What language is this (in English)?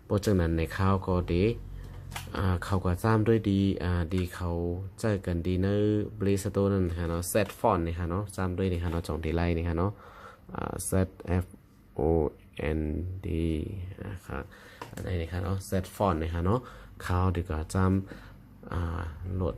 Shan